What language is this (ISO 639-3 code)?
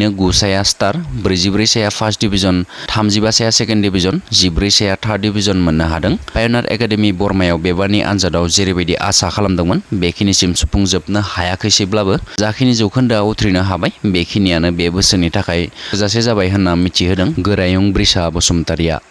brx